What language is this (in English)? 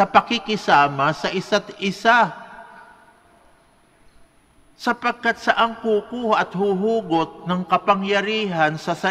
Filipino